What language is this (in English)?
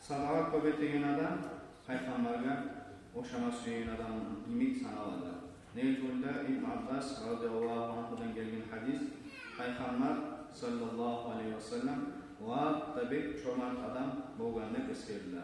Kumyk